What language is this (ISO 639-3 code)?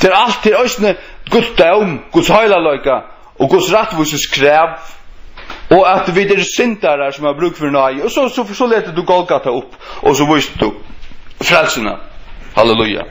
fao